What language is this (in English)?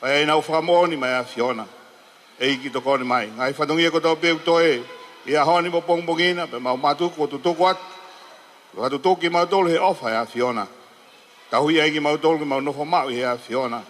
Tongan